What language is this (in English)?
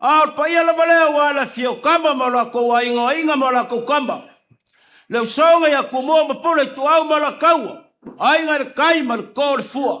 Samoan